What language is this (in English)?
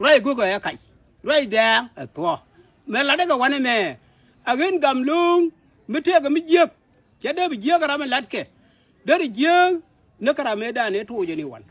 Nuer